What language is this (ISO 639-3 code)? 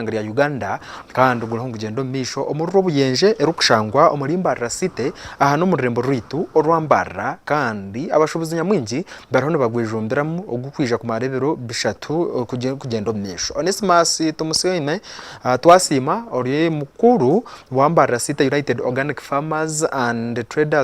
nyn